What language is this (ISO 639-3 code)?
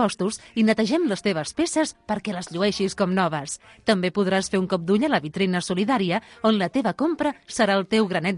cat